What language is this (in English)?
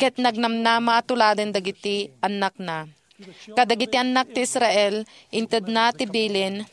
Iloko